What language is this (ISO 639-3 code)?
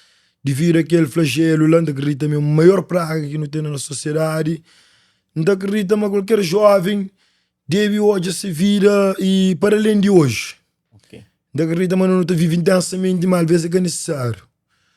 kea